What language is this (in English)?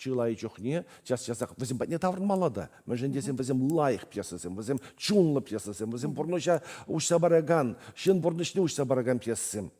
Chuvash